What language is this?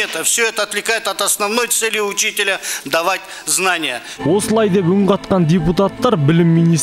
Kazakh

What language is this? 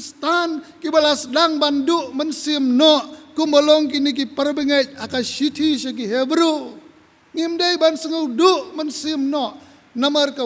Khasi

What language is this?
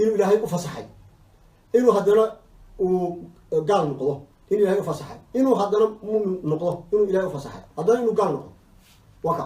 Somali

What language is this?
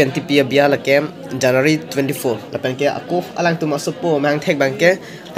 Karbi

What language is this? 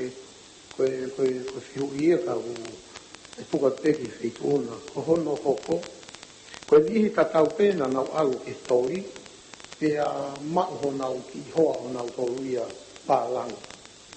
Tongan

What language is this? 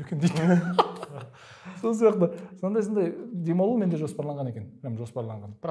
Kazakh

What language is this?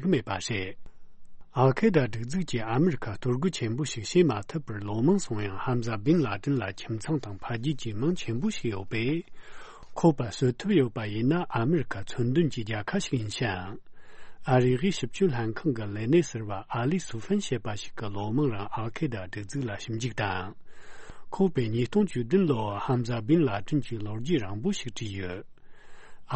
Tibetan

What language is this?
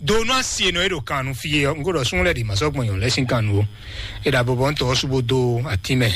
Fon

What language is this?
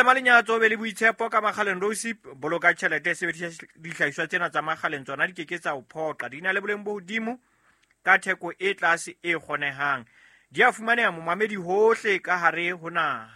Southern Sotho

